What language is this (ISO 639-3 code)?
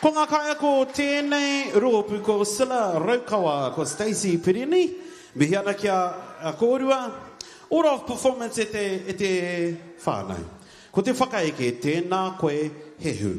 mri